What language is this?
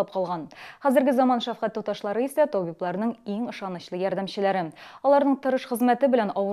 Tatar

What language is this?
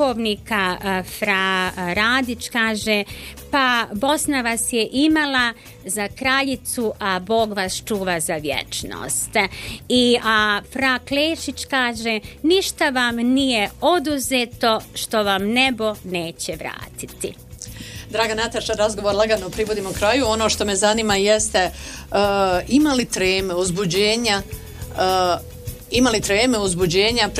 Bosnian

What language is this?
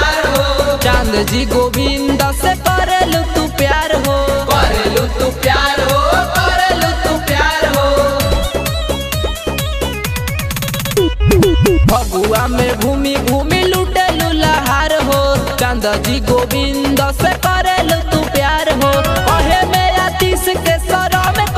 Bhojpuri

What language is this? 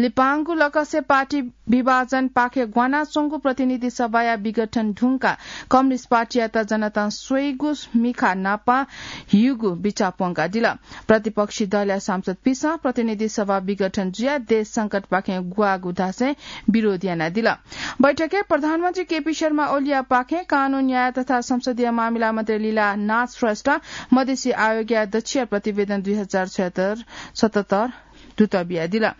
Newari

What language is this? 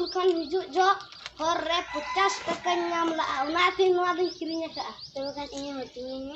Santali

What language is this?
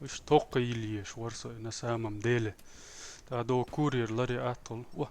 Chechen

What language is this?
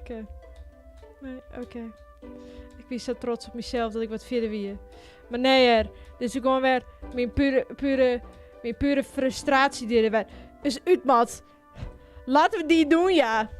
Western Frisian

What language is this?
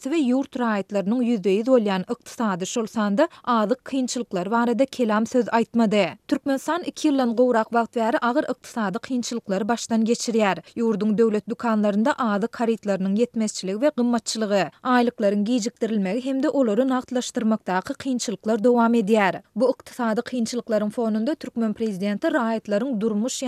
Turkmen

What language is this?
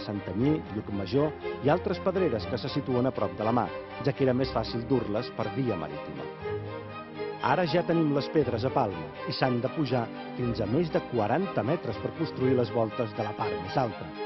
Catalan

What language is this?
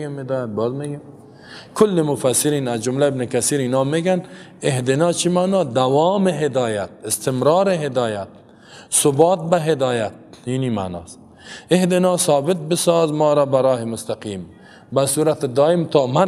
Persian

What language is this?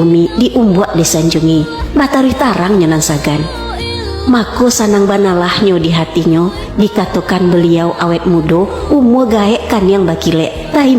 Minangkabau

